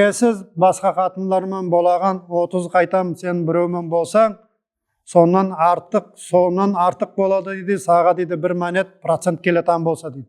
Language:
Nogai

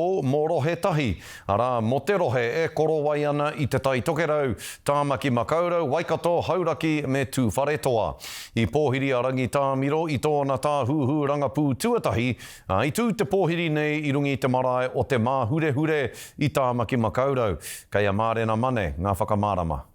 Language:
Māori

